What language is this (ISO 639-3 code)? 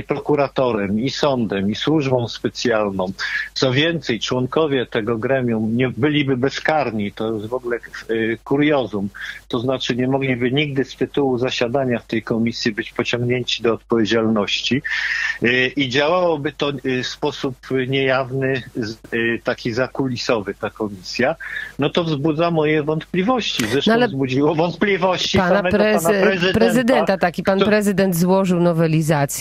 pol